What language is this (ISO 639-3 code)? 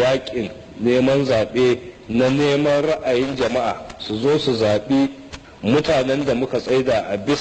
hau